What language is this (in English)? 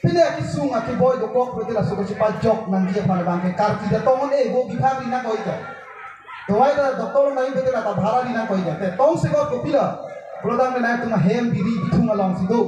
Karbi